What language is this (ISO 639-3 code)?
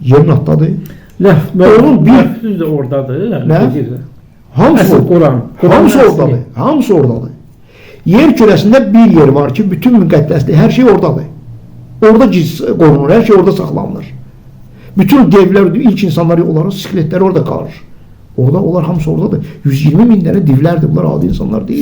aze